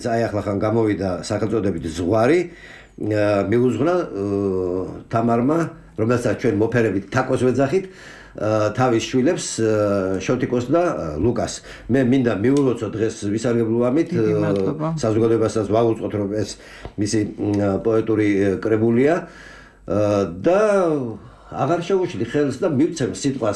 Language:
Georgian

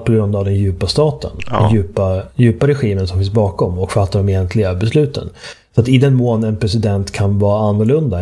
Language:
Swedish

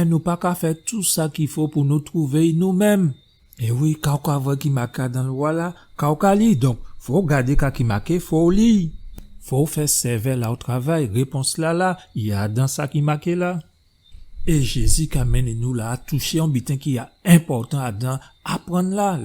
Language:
Guadeloupean Creole French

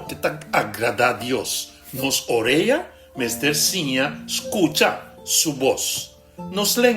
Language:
Papiamento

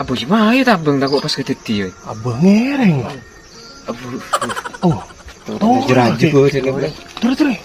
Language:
Madurese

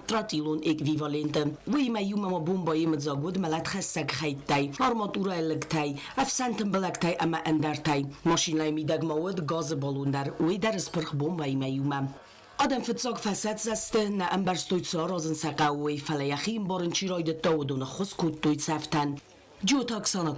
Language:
Ossetic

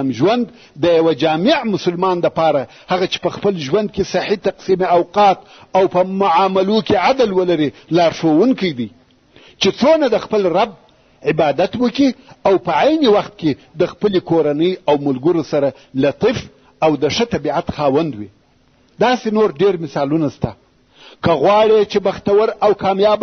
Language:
Pashto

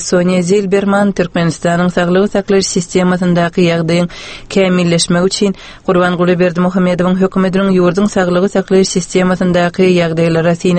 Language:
Turkmen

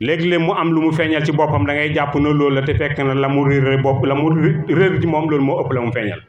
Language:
Wolof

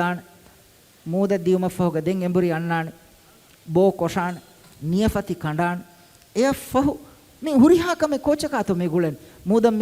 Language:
Divehi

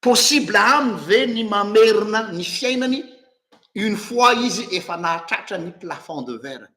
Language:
Malagasy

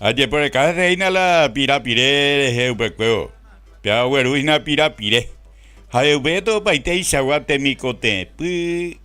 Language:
Guarani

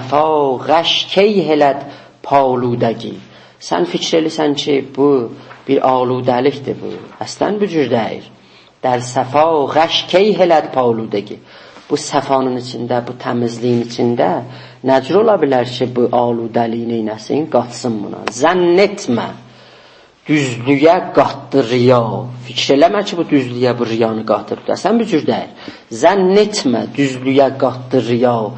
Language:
South Azerbaijani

